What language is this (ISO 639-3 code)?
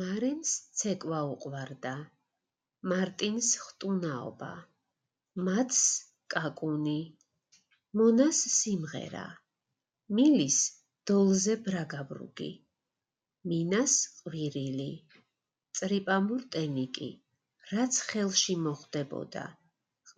kat